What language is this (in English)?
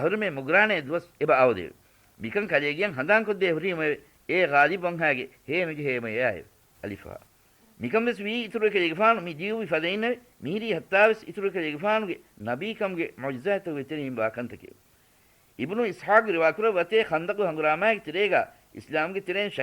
Divehi